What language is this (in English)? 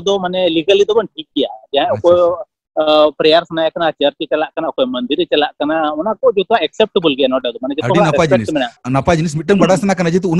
Santali